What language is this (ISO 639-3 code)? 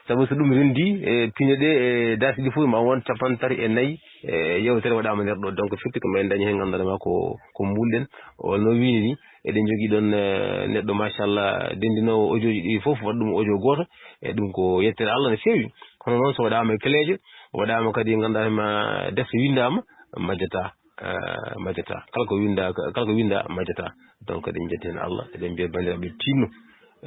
ful